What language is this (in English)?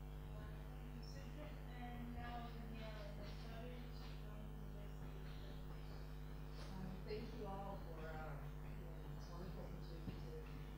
English